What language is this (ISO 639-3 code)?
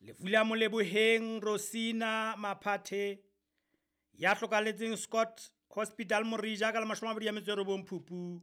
sot